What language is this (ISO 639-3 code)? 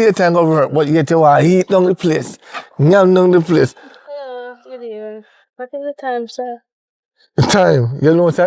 jam